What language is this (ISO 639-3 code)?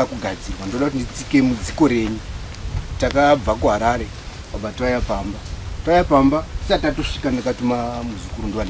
sna